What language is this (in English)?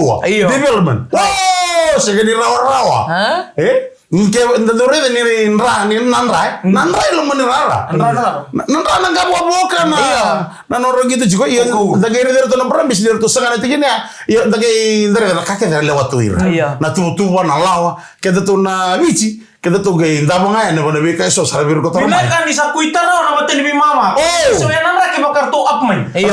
Fijian